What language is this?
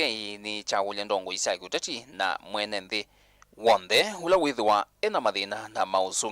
Kamba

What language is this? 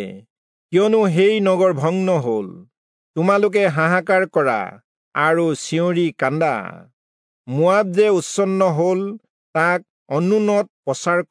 Assamese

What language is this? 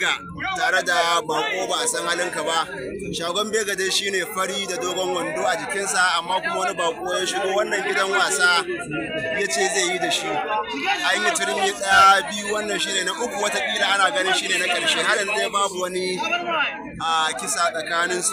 Hausa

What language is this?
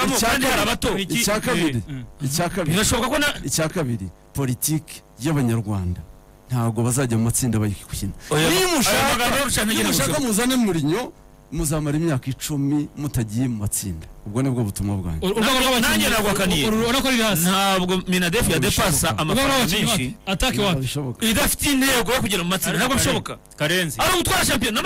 Kinyarwanda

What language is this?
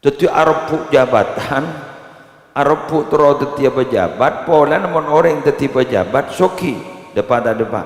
Madurese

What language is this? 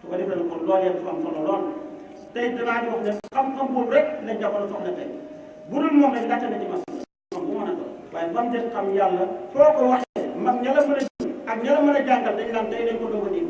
Wolof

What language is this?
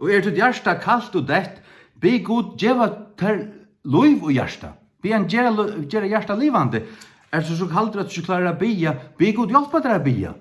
Faroese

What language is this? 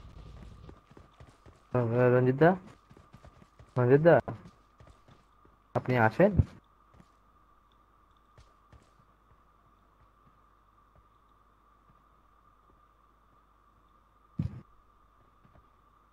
Bangla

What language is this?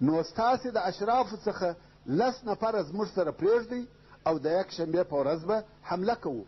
Pashto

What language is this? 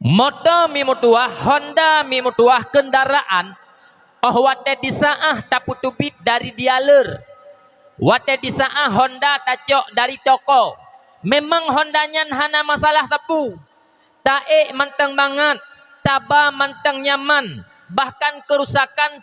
Achinese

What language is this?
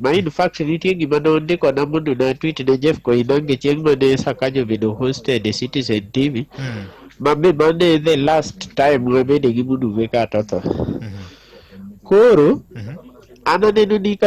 Luo (Kenya and Tanzania)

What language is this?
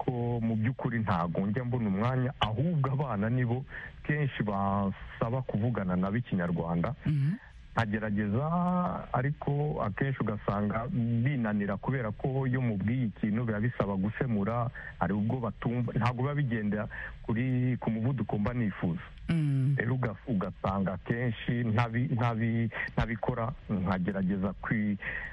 Kinyarwanda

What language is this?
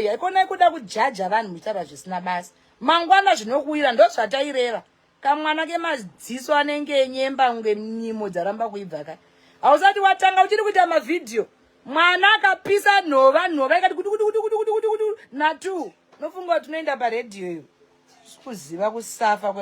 Shona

